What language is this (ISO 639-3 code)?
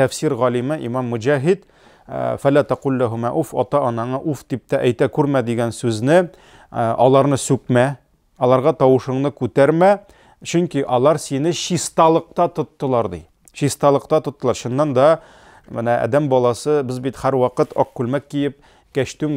tat